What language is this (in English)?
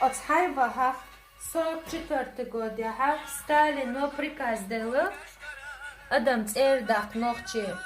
Chechen